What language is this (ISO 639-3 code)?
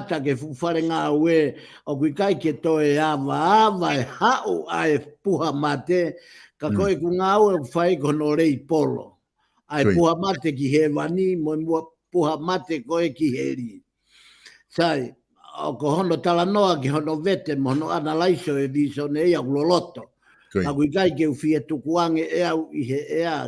ton